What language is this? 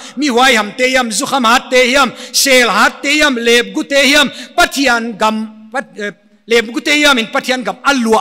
Paite Chin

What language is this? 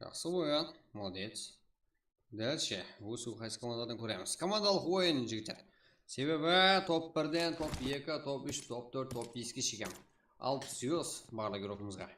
Kara-Kalpak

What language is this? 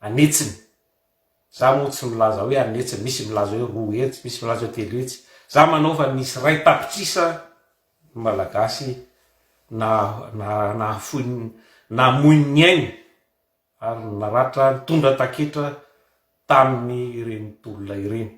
Malagasy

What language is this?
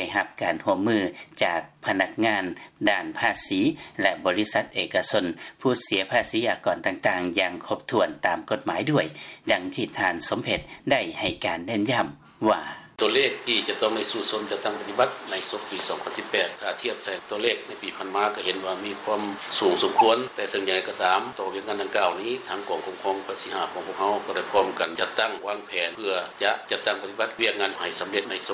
Lao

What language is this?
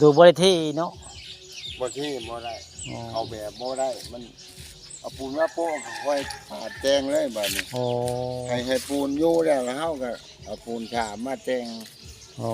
Northeastern Thai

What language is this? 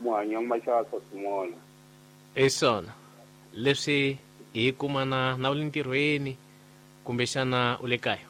Tsonga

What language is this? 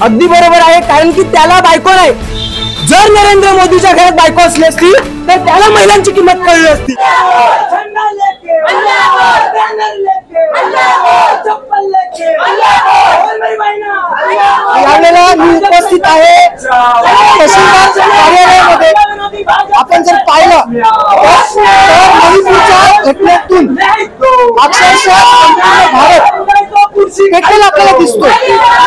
Marathi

